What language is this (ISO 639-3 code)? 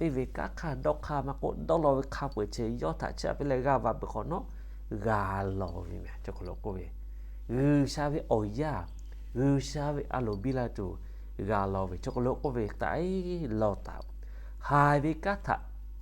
lhu